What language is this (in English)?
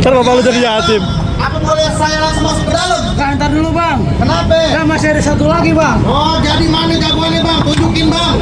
Betawi